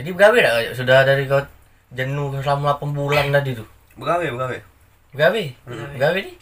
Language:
Musi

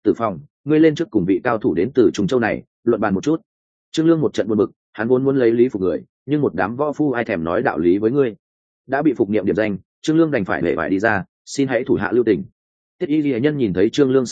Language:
Vietnamese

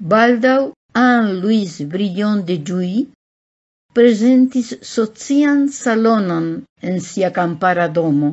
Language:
Esperanto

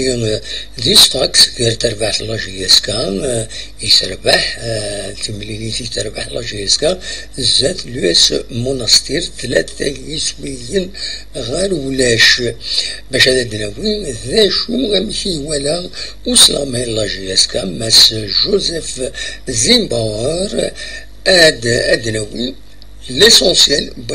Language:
Kabyle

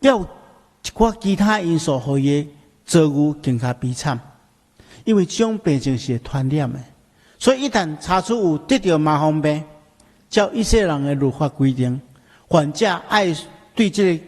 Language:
Min Nan Chinese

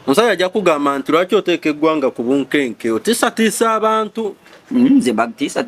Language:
Ganda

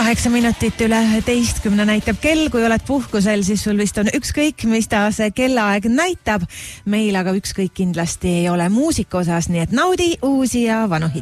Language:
Estonian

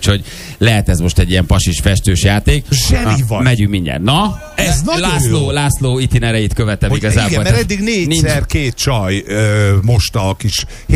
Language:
Hungarian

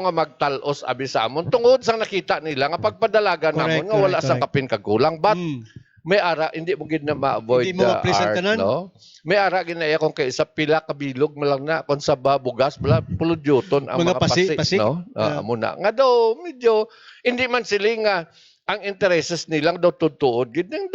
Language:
Hiligaynon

